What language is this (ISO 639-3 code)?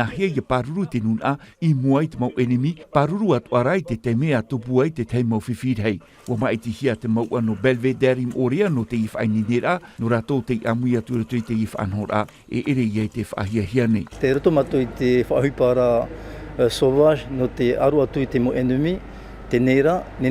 tah